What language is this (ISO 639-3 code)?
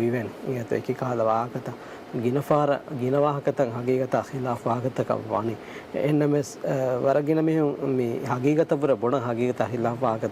div